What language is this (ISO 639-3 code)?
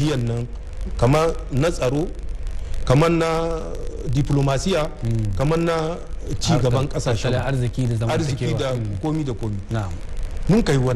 hau